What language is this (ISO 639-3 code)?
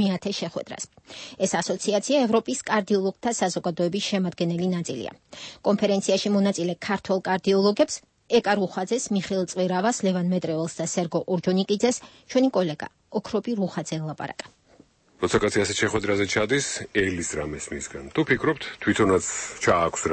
kat